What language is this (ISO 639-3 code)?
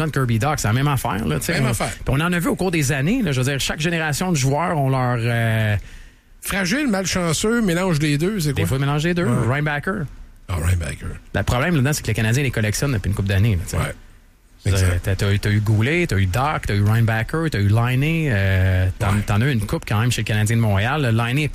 fra